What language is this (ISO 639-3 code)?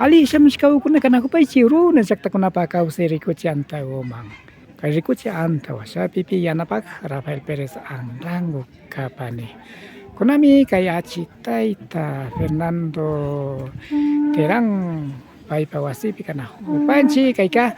qvi